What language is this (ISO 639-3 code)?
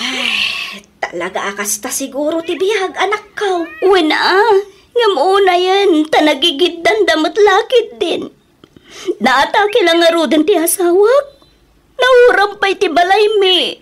ilo